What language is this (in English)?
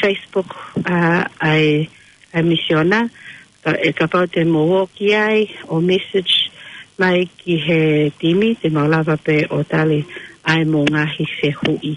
Tongan